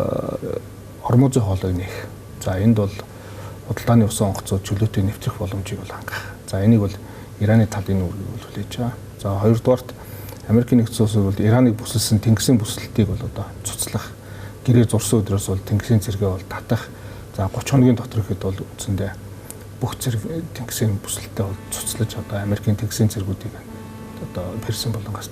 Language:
Mongolian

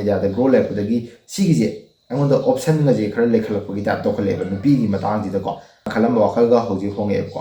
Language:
Manipuri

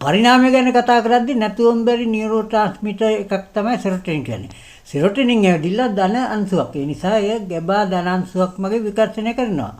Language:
Sinhala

